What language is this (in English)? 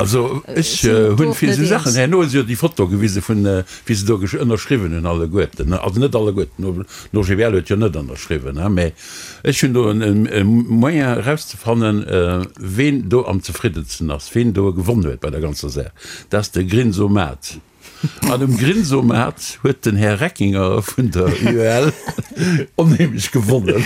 Luxembourgish